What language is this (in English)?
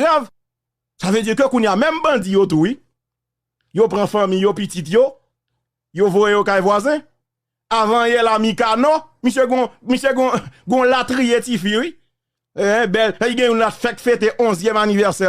Haitian Creole